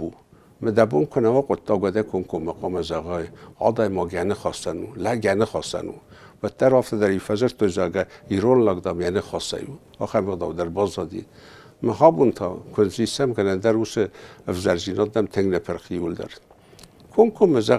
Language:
Ossetic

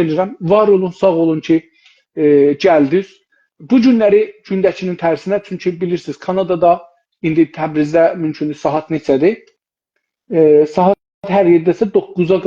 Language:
South Azerbaijani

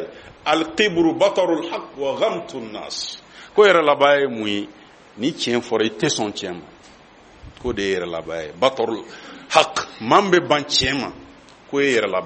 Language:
Bambara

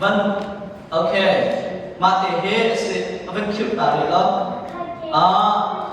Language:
Hakha Chin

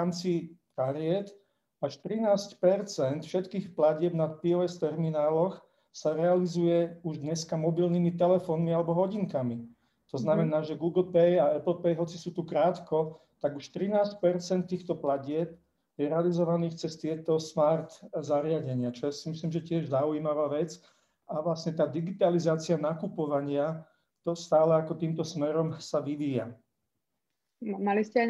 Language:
Slovak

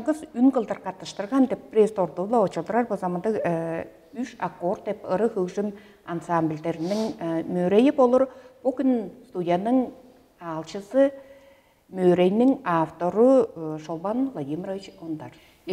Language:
Tuvinian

